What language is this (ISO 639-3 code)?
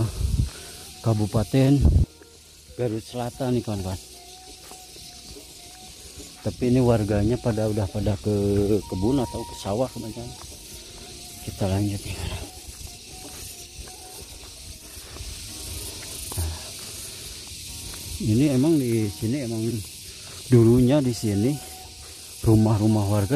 ind